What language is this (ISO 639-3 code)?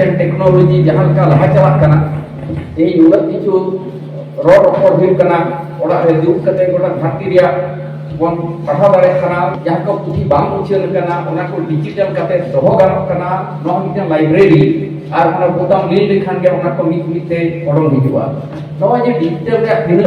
sat